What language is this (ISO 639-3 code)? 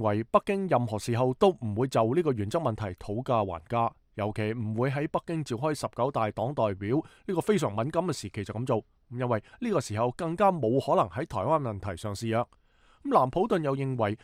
yue